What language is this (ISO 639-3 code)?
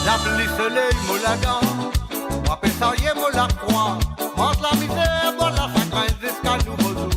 mfe